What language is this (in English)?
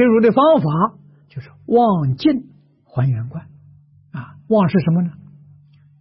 Chinese